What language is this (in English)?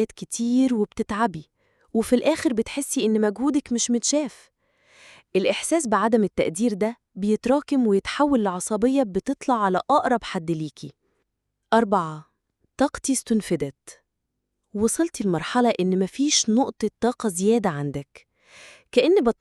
Egyptian Arabic